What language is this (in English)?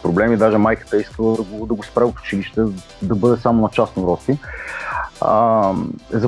Bulgarian